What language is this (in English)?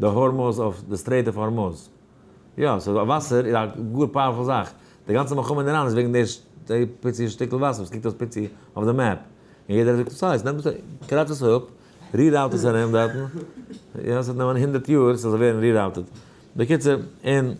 Yiddish